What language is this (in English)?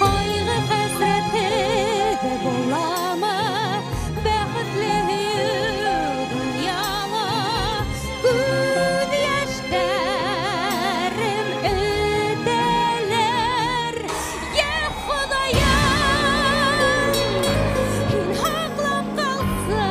Bashkir